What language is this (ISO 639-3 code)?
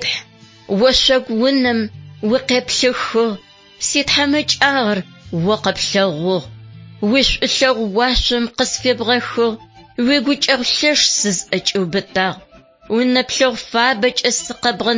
ady